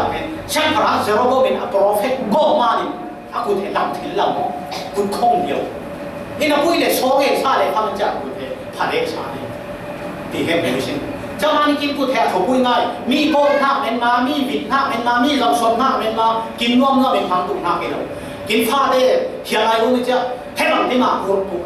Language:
Falam Chin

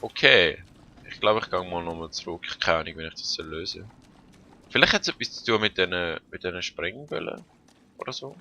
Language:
Swiss German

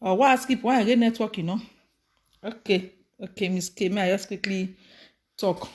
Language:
Nigerian Pidgin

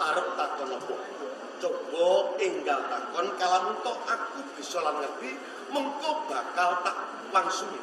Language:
Javanese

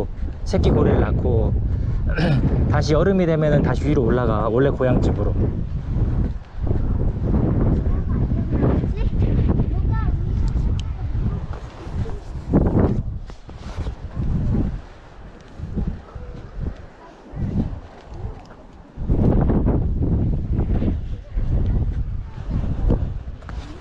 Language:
Korean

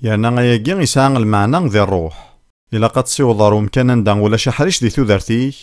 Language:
Kabyle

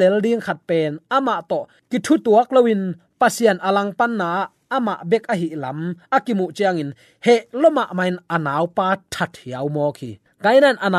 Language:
Tedim Chin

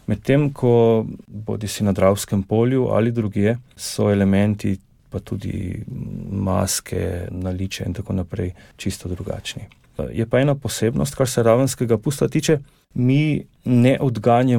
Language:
Slovenian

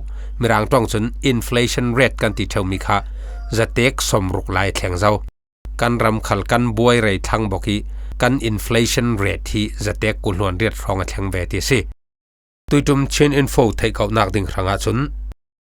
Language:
Falam Chin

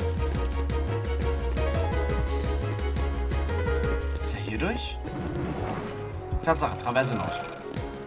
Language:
German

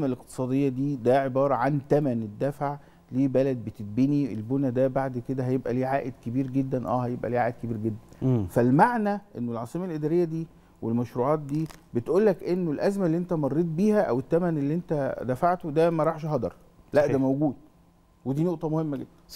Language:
Egyptian Arabic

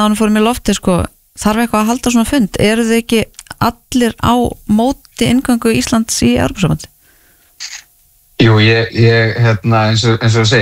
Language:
Icelandic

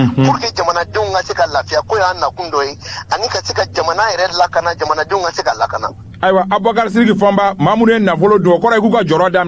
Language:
Bambara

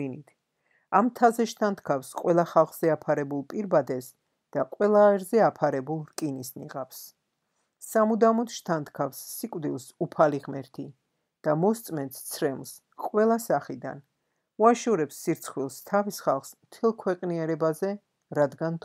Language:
Georgian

